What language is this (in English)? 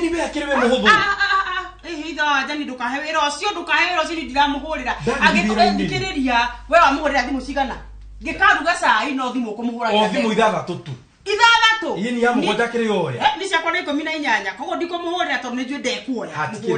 Kikuyu